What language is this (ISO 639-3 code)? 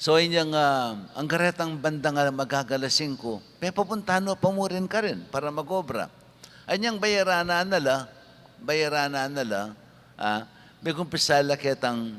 pam